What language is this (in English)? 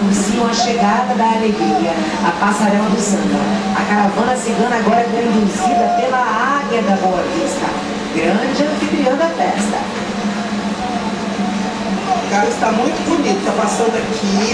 Portuguese